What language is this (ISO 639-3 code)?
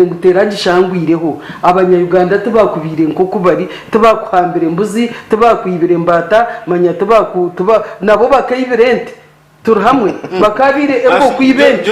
nyn